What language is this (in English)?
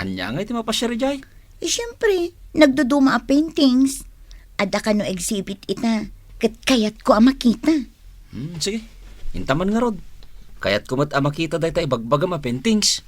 Iloko